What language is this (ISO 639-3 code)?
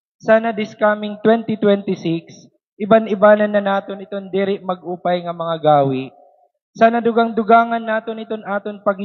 war